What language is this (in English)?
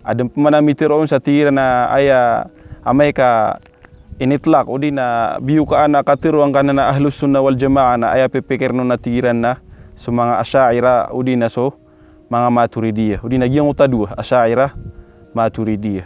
Maranao